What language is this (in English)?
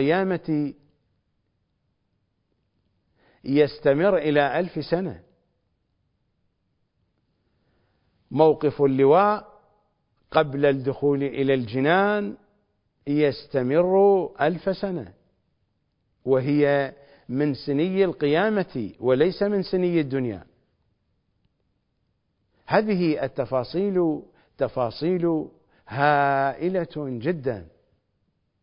Arabic